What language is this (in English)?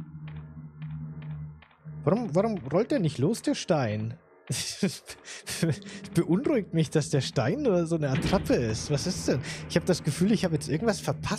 German